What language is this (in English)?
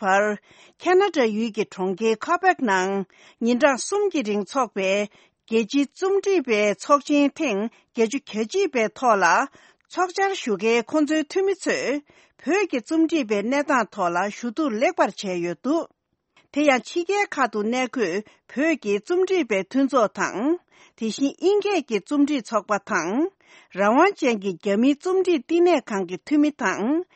Tibetan